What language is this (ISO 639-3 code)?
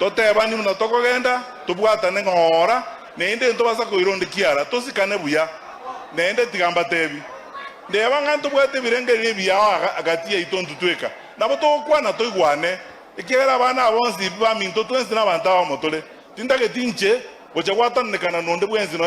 guz